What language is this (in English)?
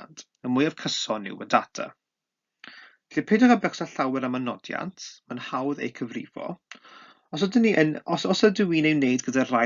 Welsh